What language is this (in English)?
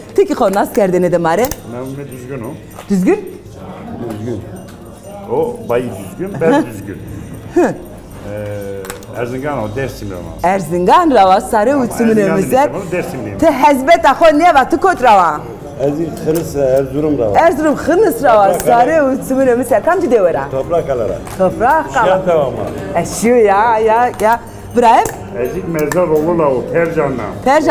Zaza